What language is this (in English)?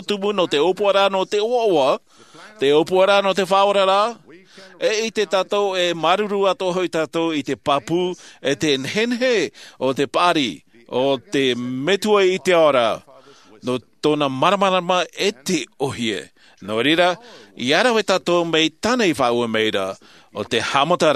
Tahitian